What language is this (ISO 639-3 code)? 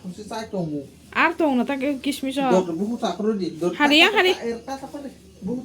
trp